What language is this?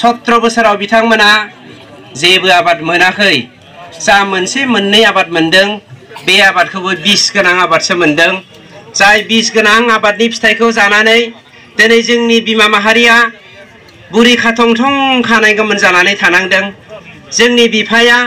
Bodo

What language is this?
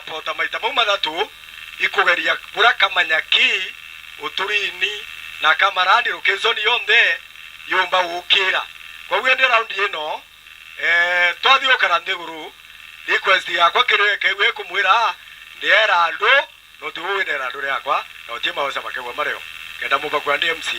Meru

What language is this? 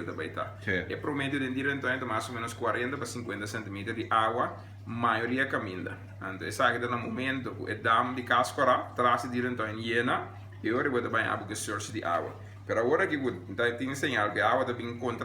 Papiamento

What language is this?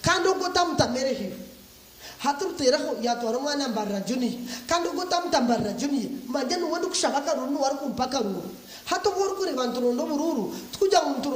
Nyankole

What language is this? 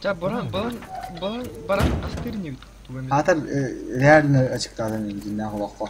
Yakut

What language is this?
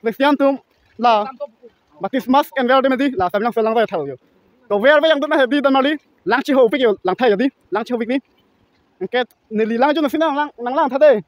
Karbi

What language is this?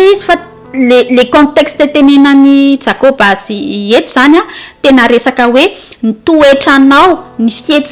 Malagasy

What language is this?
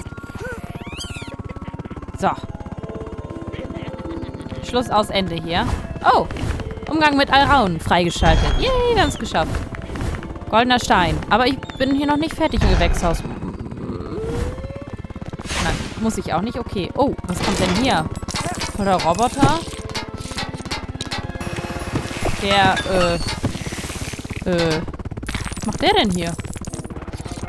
German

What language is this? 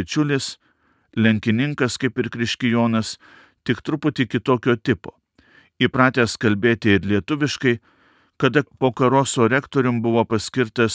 Lithuanian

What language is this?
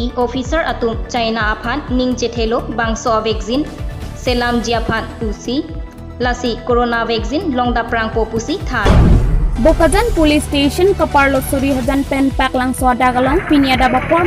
Karbi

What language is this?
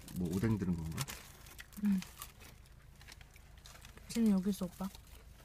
Korean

